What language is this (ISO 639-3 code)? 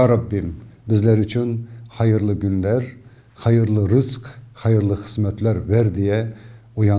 crh